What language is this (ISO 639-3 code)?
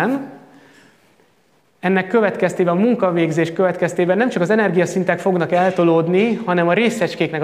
hun